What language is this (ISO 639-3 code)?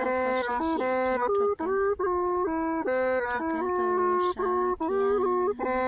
hmn